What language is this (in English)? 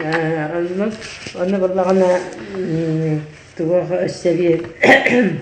Yakut